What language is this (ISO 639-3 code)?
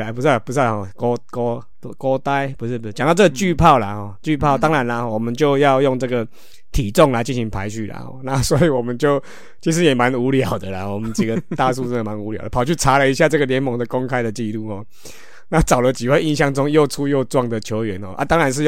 zho